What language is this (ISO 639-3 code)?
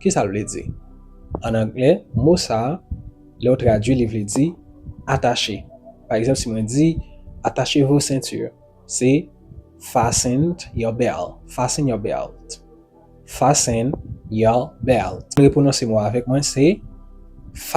hat